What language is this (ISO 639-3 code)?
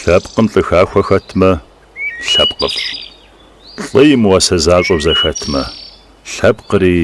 kbd